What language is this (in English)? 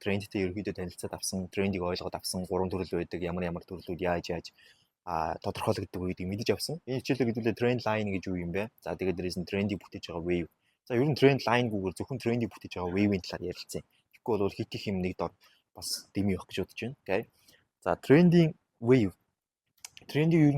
Mongolian